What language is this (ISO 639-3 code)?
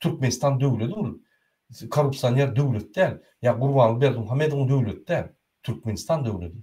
tuk